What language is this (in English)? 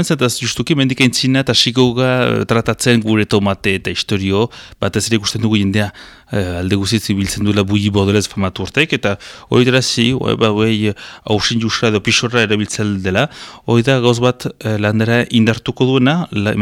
Basque